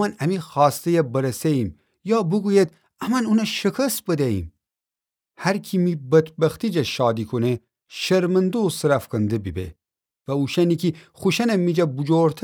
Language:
Gilaki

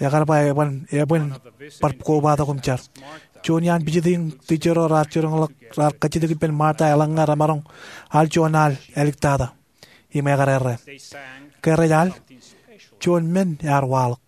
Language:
Marshallese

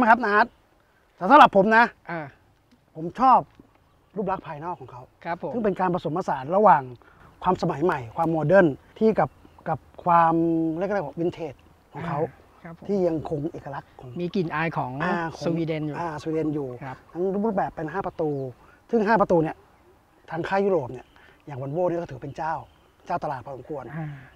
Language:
Thai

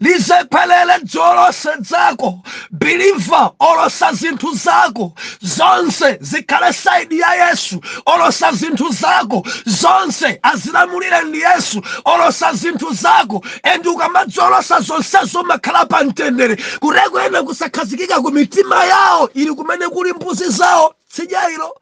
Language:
Nyanja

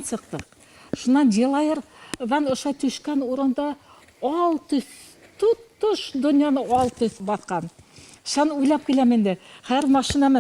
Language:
Bashkir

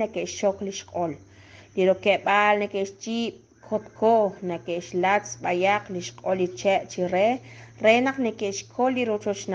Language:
Kekchí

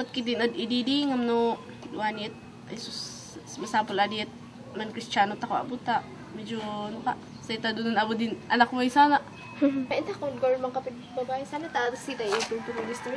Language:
Kankanaey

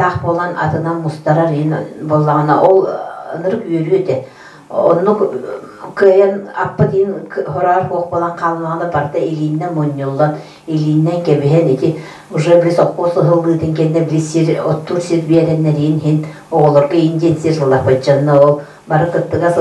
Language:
Yakut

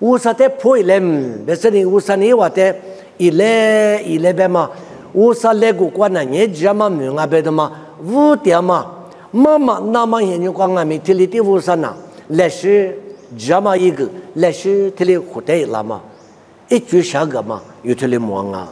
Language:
Lisu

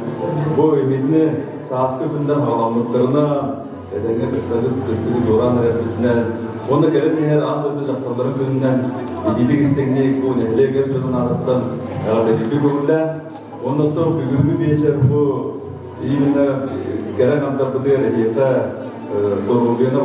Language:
Yakut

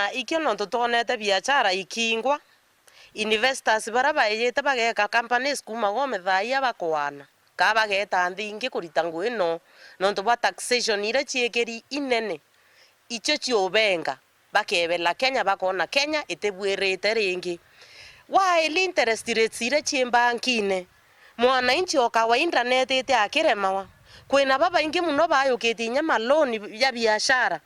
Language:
Meru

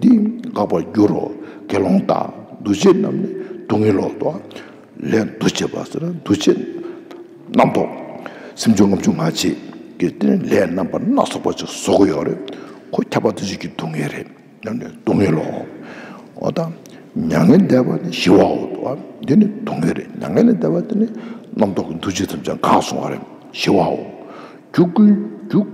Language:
Tibetan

